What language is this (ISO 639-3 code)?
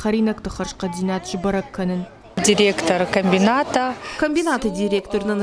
oss